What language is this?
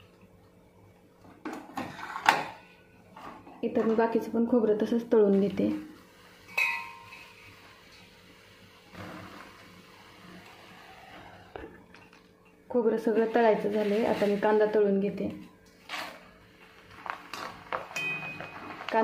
Marathi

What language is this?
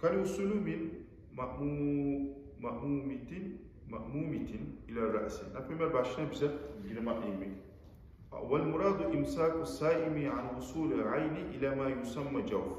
Kumyk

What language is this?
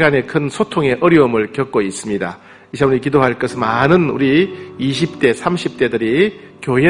Korean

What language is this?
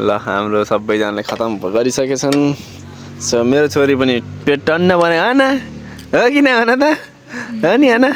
Nepali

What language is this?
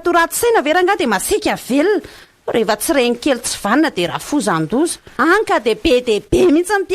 Malagasy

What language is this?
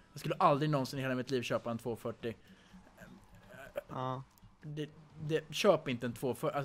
Swedish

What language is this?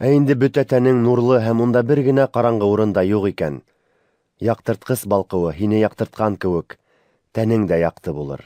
Bashkir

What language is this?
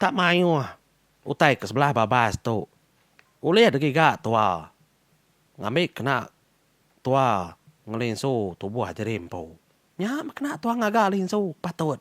Iban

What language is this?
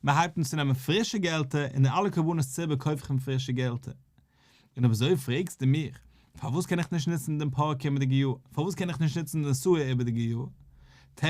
Yiddish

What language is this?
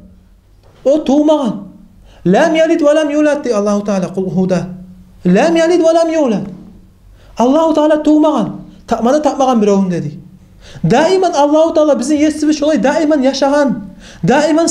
Kumyk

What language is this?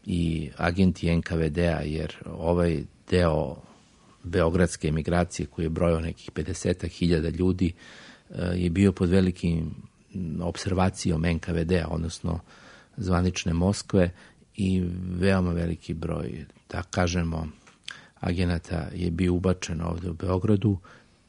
Serbian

